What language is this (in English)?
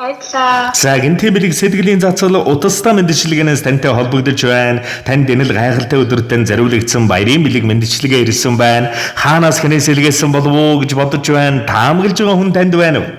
Mongolian